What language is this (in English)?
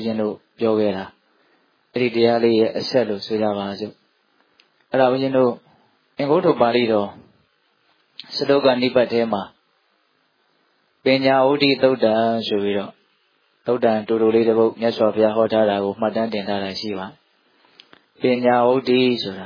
Burmese